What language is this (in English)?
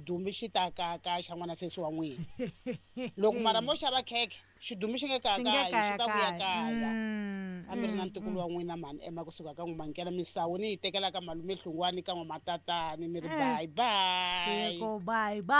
Tsonga